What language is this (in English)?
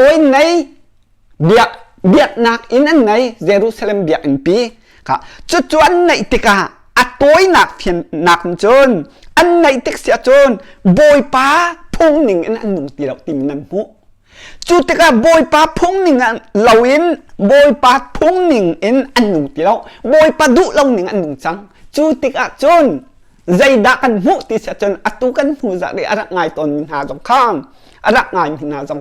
Hakha Chin